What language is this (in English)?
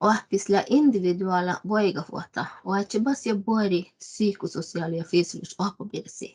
Northern Sami